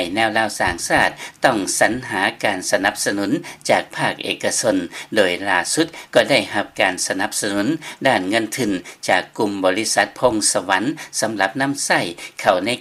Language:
Lao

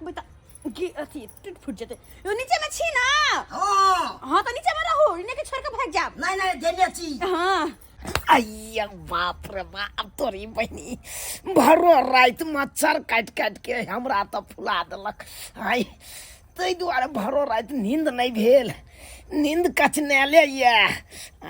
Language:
Maithili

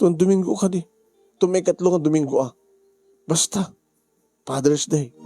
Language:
Iloko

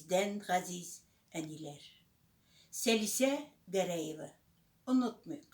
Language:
Tatar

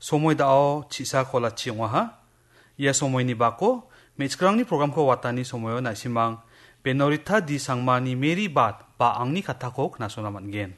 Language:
Garo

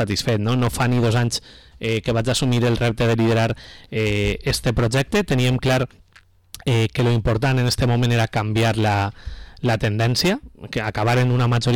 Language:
Catalan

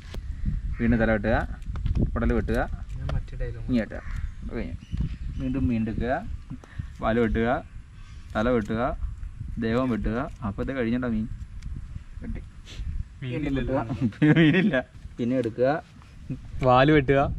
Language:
Malayalam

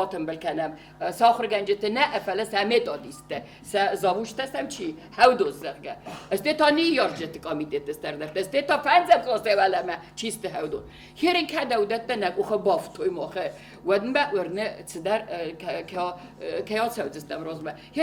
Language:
Ossetic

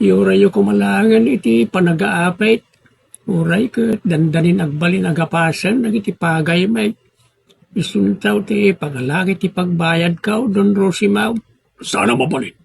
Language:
Iloko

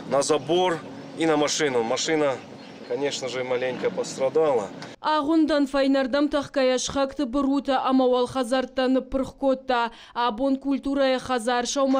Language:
Ossetic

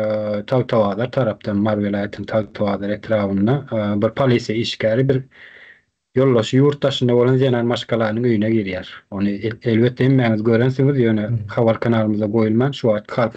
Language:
Turkmen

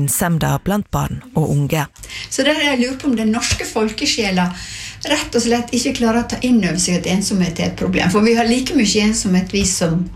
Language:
Norwegian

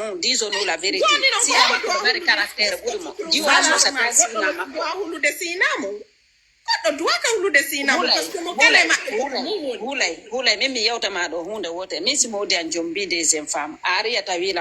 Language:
Fula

